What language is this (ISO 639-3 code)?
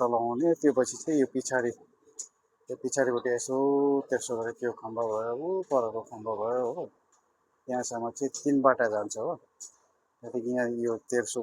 nep